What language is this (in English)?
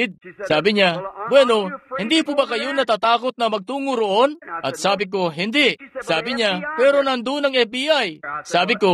Filipino